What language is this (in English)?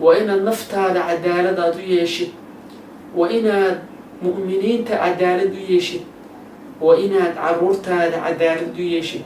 Somali